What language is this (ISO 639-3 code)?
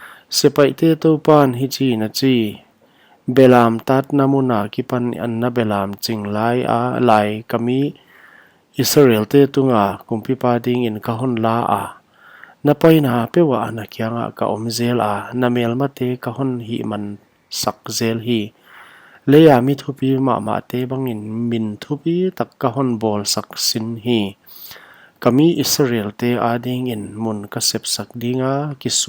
pck